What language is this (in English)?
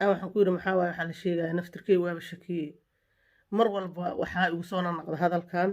Somali